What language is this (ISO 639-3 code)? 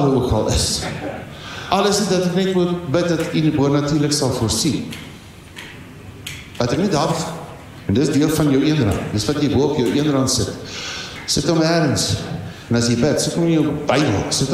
afr